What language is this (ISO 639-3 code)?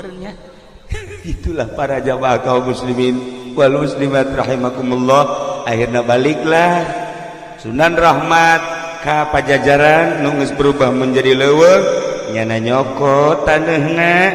sun